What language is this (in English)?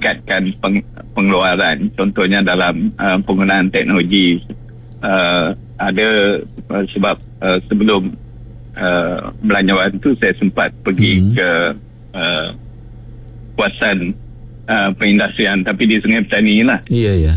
Malay